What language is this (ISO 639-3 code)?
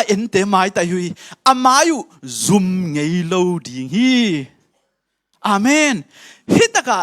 ctd